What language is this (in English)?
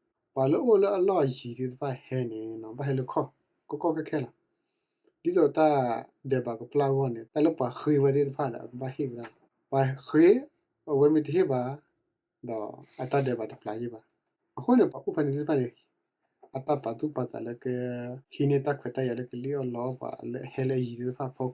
S'gaw Karen